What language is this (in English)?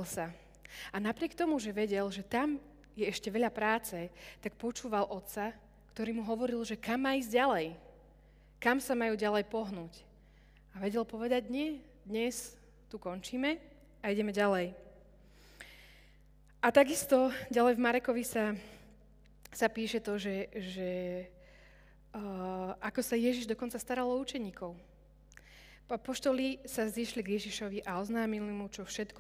Slovak